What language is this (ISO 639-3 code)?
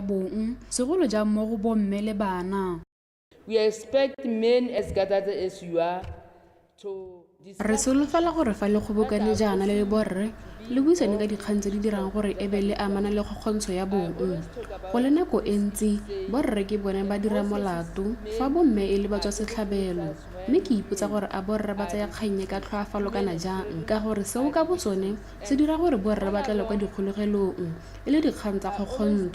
tsn